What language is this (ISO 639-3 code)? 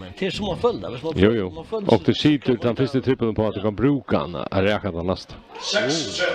fao